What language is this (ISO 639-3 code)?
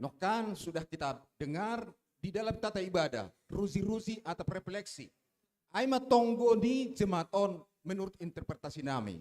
bts